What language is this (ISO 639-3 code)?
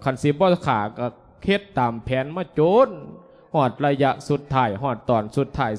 lao